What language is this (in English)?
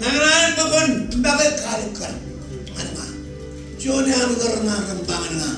Marshallese